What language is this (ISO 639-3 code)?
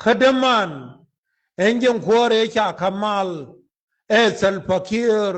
nus